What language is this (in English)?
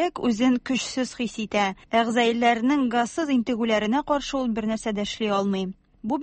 Tatar